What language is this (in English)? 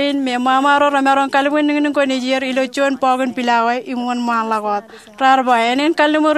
Marshallese